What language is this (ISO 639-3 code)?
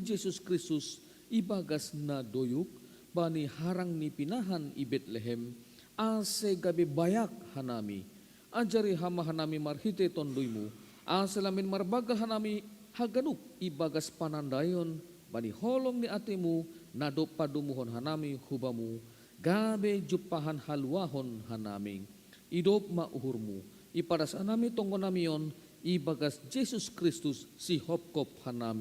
bts